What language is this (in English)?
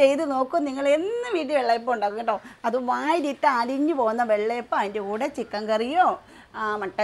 Malayalam